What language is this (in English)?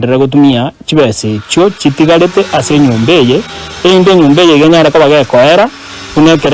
Gusii